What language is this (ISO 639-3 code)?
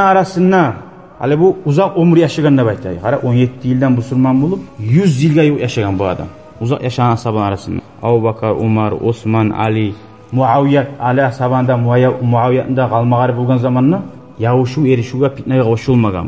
kum